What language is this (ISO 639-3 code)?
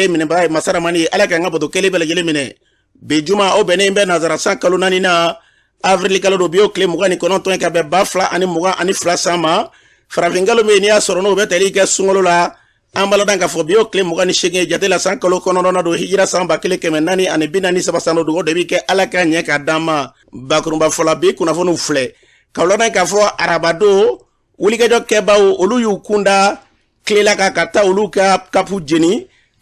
bam